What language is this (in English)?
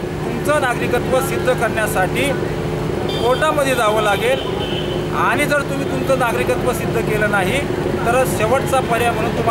Marathi